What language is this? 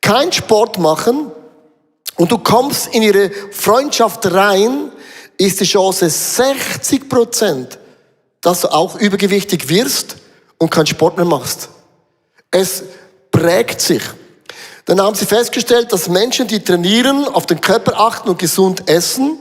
Swiss German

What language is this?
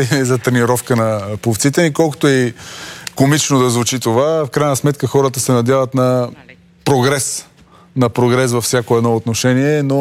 Bulgarian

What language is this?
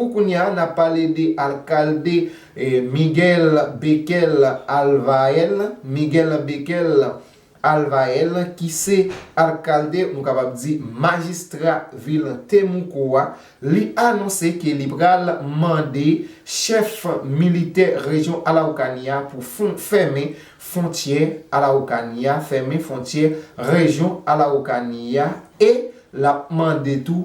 Haitian Creole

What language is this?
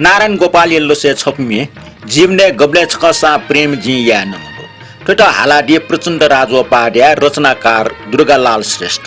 Newari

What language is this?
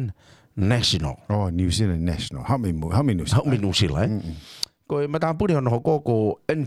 Tongan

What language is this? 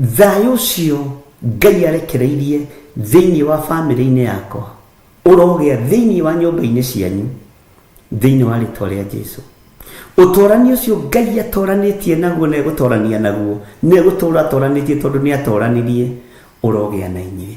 Kikuyu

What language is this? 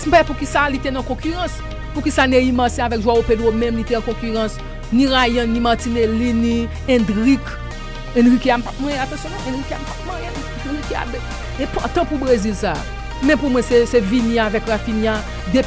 Haitian Creole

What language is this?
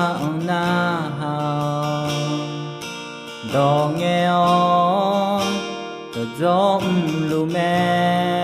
Akha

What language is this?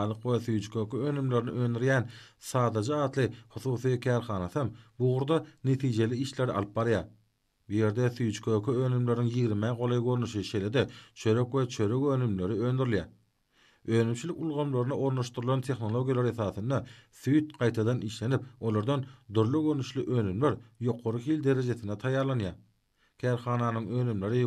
Turkmen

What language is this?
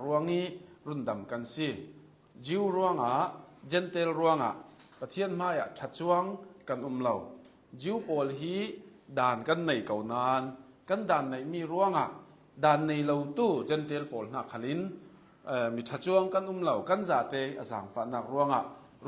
Hakha Chin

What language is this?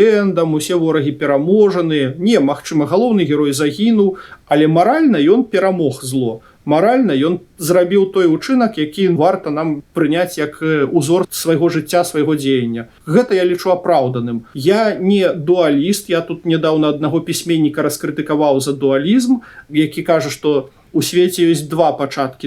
Belarusian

